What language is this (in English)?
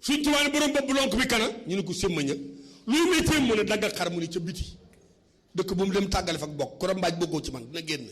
Wolof